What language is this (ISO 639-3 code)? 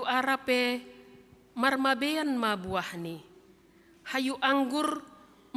bts